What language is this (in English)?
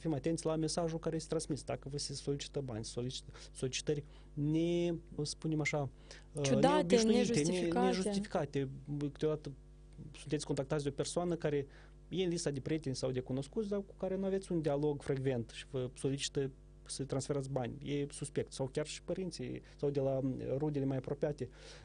Romanian